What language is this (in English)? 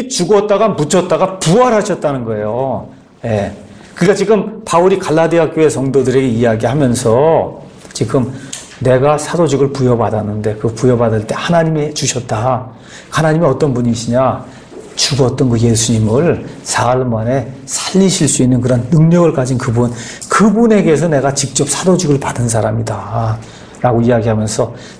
Korean